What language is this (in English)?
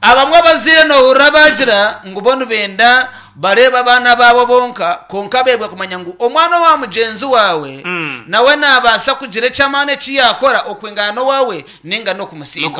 Nyankole